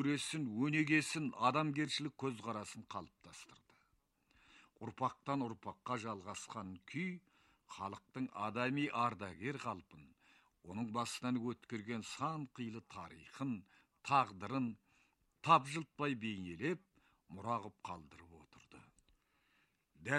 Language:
Kazakh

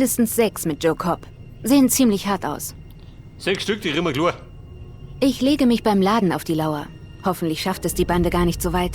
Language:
Bavarian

